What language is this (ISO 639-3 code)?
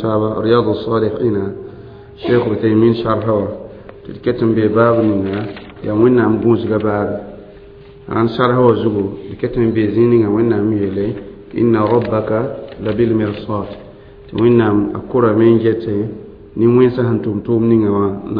mos